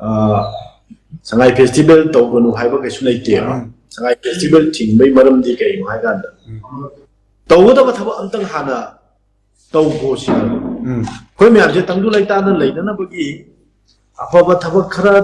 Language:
Manipuri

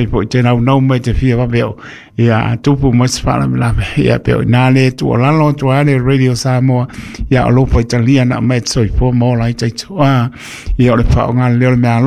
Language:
Samoan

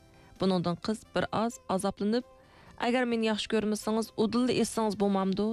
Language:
Uyghur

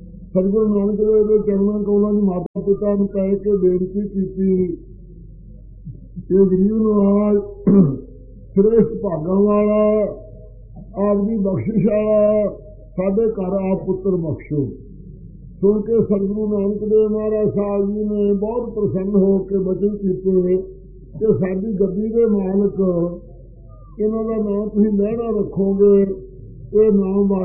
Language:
Punjabi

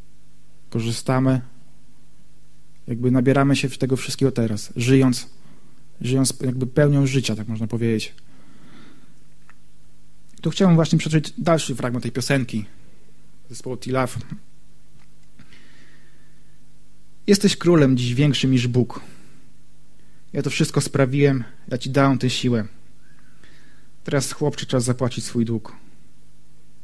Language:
Polish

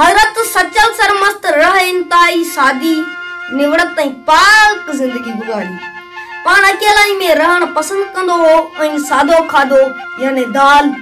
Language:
Sindhi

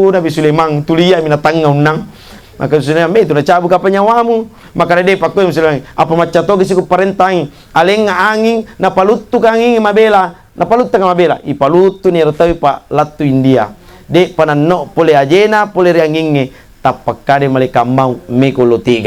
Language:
Buginese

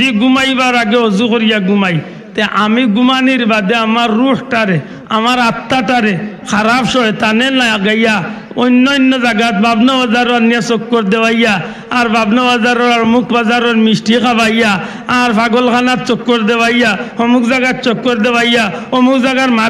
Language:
Sylheti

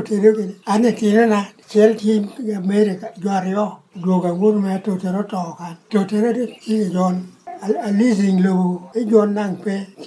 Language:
Lango (Uganda)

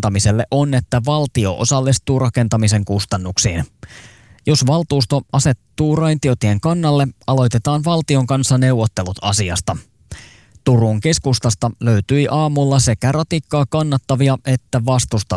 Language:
Finnish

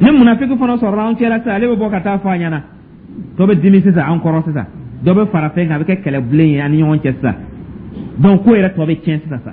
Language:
Dyula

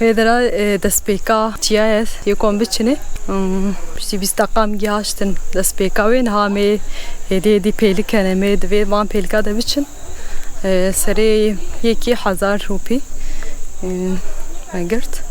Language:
Kurdish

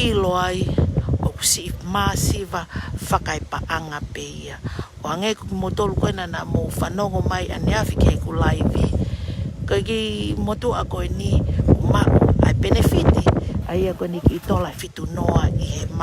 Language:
Tongan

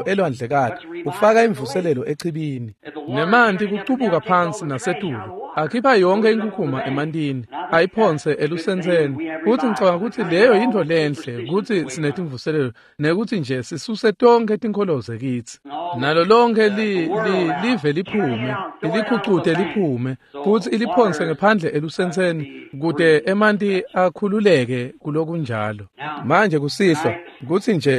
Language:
Swati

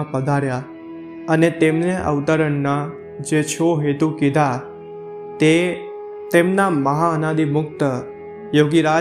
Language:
Gujarati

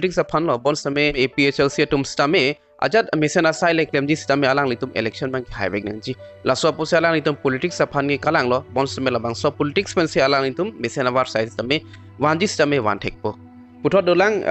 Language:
Karbi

